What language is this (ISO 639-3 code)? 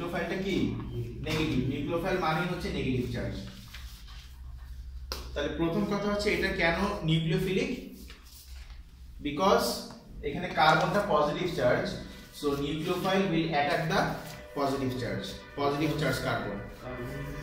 ben